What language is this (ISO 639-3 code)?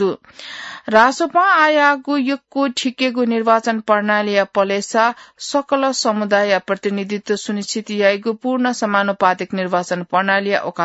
new